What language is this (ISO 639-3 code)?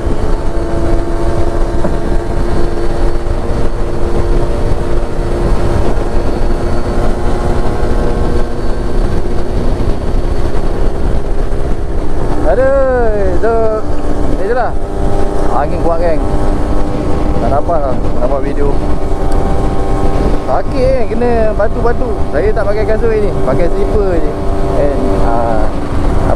msa